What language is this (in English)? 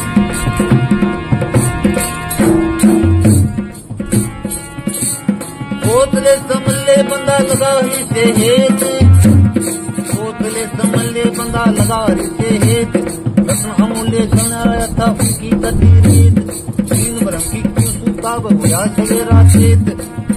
Hindi